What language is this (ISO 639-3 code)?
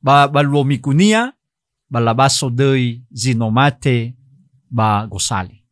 nia